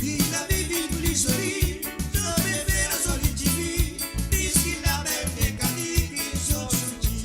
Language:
Morisyen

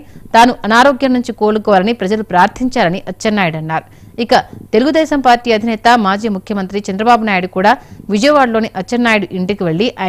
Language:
Telugu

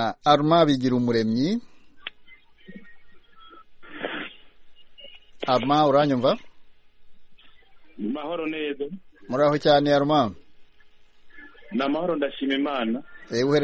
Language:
Kinyarwanda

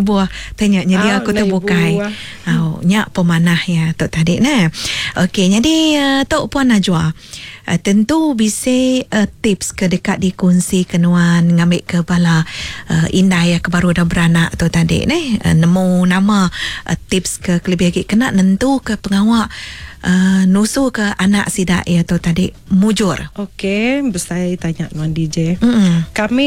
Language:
Iban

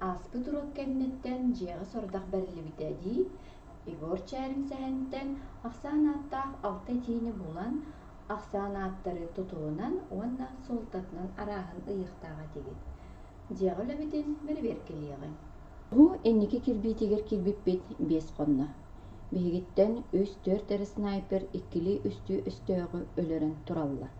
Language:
Yakut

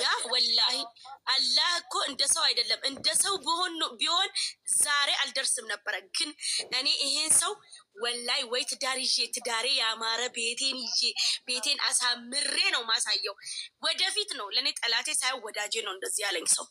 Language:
Amharic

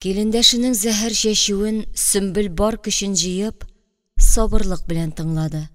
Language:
Tatar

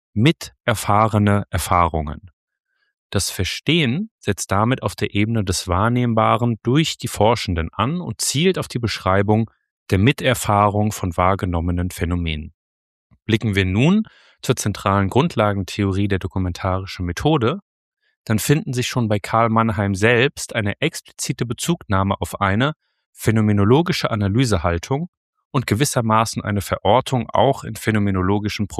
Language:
German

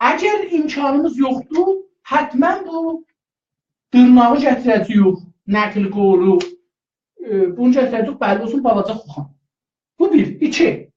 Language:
South Azerbaijani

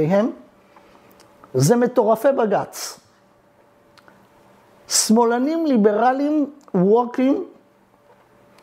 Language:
Hebrew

